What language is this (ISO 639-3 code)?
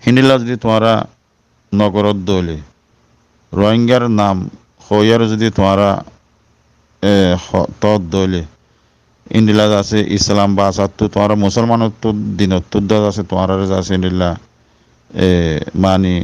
rhg